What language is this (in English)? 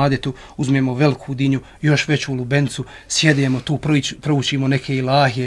Bosnian